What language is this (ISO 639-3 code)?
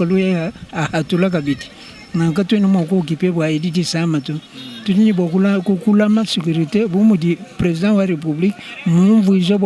lua